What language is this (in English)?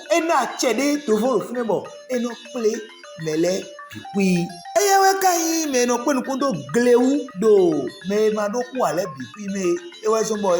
Fon